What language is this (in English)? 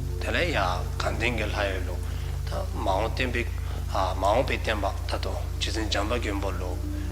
Dzongkha